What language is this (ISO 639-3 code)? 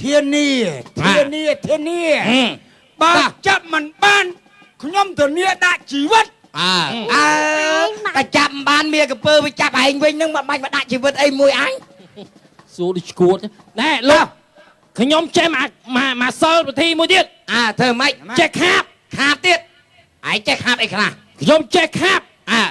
khm